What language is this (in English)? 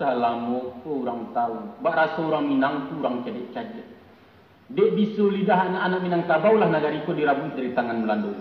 Minangkabau